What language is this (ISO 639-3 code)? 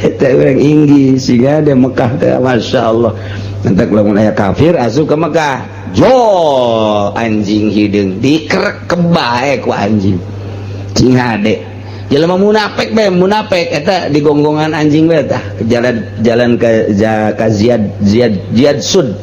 sun